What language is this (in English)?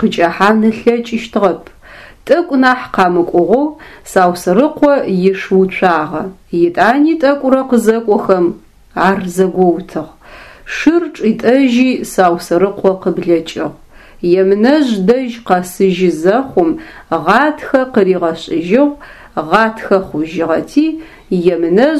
Adyghe